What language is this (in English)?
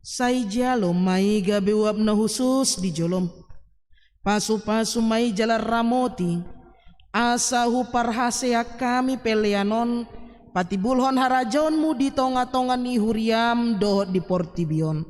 Batak Toba